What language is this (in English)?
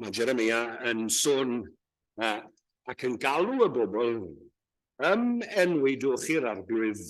Welsh